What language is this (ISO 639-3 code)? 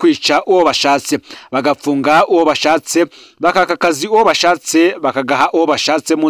run